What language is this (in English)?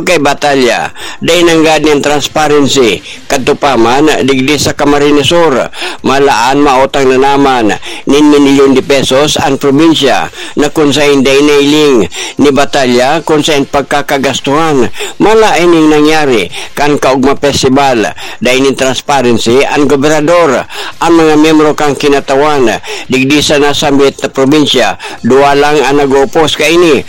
Bikol